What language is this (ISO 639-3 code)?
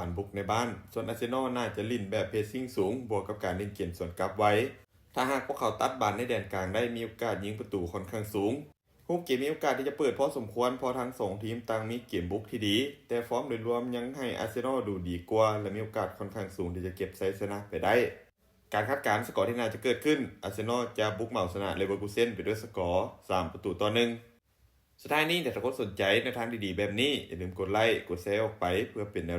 lao